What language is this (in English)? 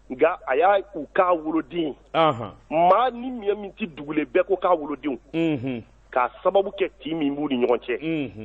Bambara